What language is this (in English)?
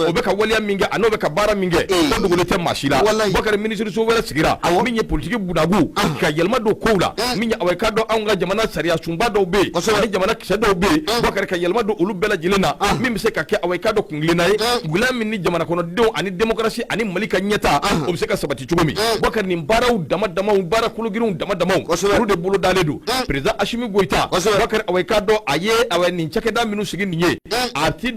Bambara